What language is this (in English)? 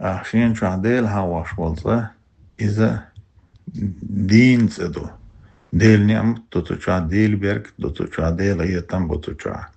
Chechen